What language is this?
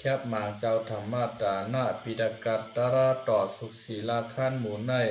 Shan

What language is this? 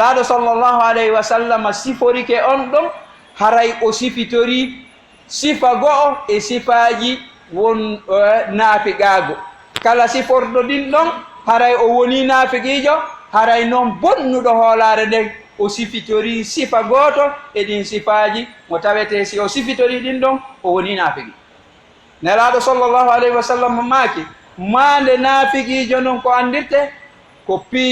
Fula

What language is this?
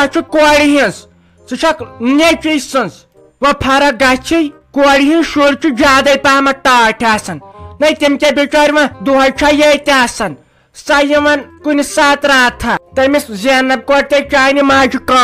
Kashmiri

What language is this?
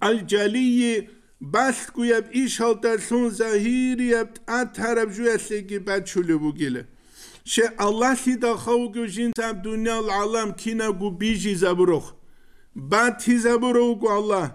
Avaric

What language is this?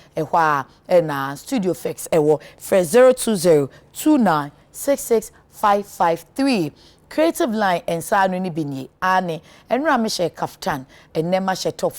Akan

